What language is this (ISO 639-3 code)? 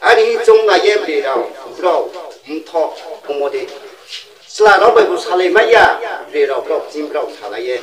ria